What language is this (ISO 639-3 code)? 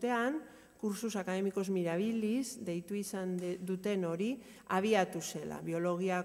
eus